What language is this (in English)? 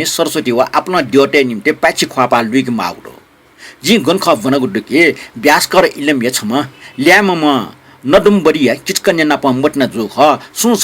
Newari